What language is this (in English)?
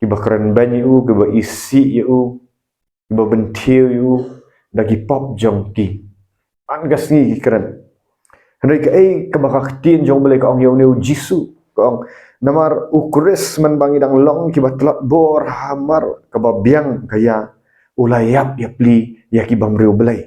Khasi